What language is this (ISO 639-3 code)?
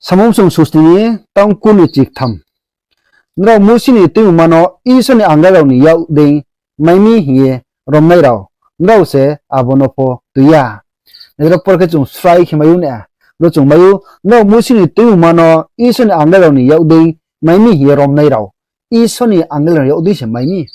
ria